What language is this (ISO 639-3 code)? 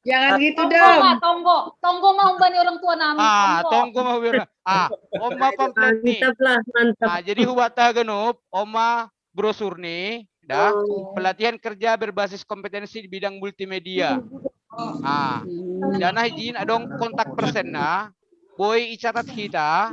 bts